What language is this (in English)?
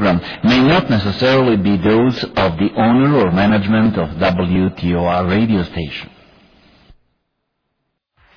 Punjabi